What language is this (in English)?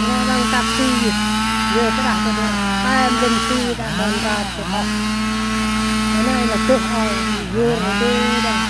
Central Mnong